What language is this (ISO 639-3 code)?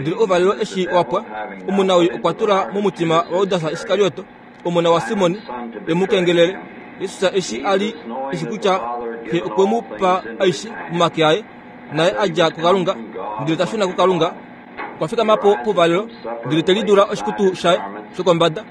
kua